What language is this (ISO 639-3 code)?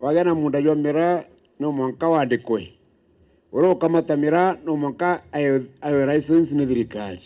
mer